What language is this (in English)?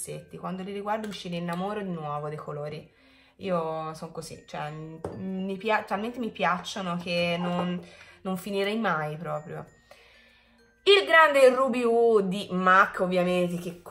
Italian